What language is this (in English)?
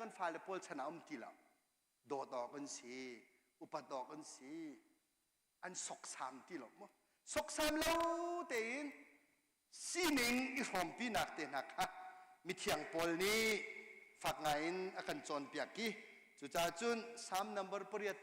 Hakha Chin